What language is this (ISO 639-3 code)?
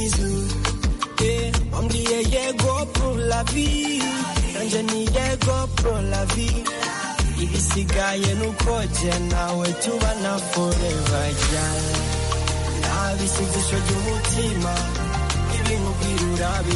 kin